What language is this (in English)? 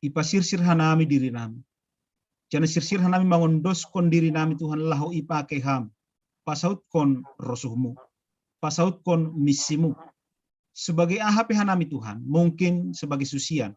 Batak Simalungun